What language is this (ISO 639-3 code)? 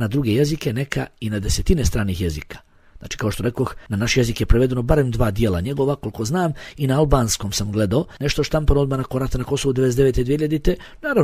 bos